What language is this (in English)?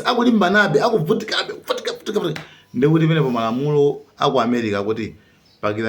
Nyanja